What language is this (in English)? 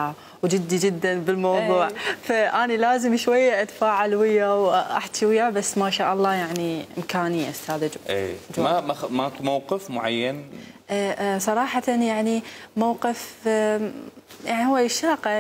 Mesopotamian Arabic